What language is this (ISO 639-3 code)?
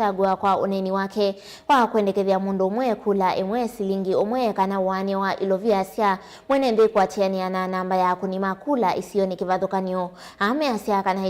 kam